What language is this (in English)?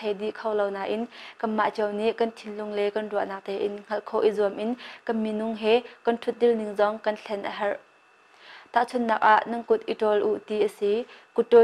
Hakha Chin